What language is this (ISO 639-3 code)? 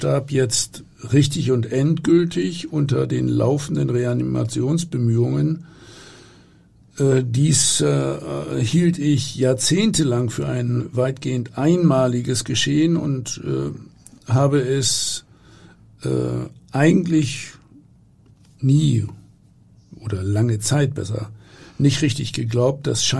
deu